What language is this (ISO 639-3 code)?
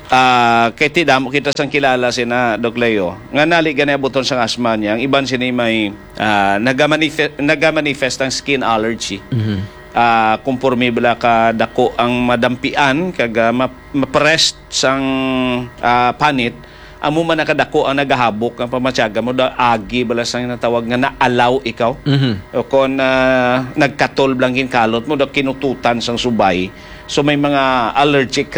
hil